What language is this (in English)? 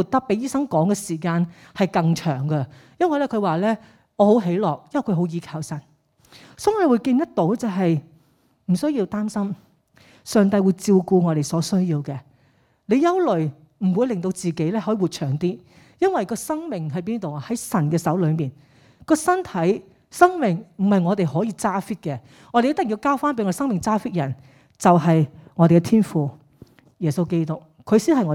Cantonese